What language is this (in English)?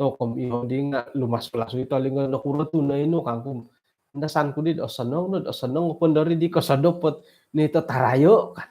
Central Dusun